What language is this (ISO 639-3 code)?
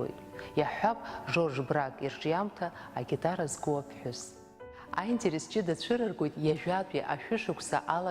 abk